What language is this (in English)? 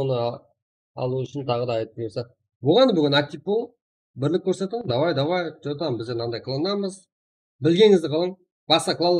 Kara-Kalpak